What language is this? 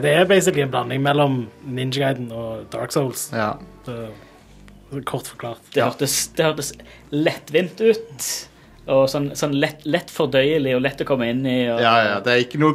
Norwegian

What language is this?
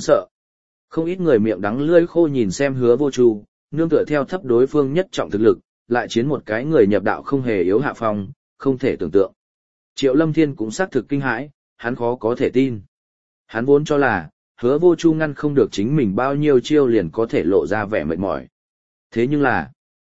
Vietnamese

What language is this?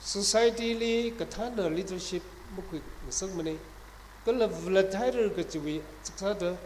Tangkhul Naga (India)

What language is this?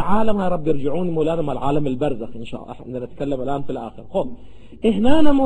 Arabic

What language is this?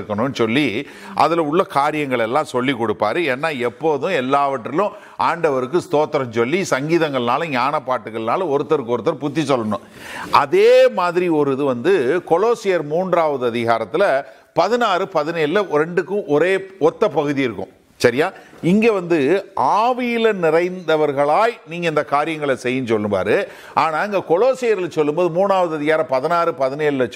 Tamil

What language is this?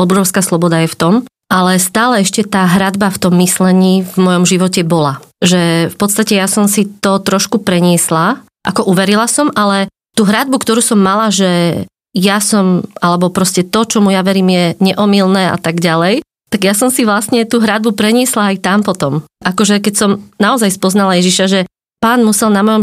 Slovak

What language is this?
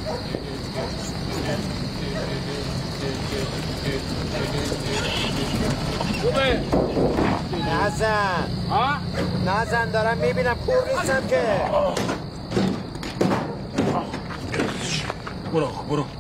Persian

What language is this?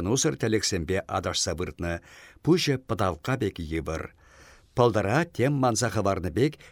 Chuvash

